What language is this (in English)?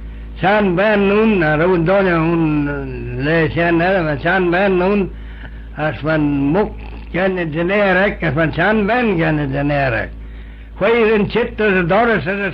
Manx